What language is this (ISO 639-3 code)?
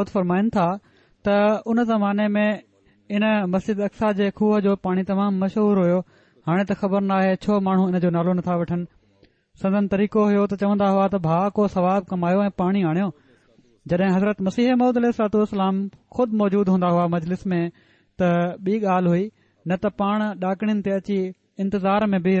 snd